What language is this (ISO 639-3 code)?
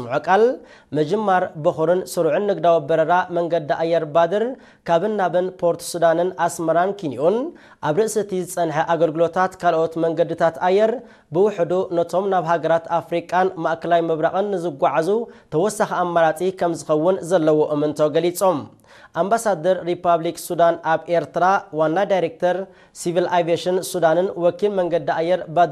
tir